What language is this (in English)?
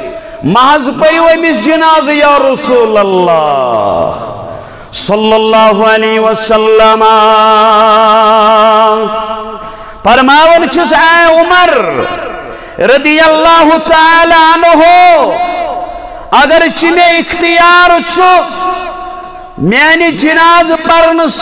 Kashmiri